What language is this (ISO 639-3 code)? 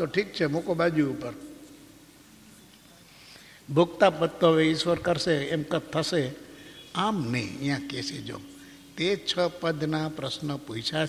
guj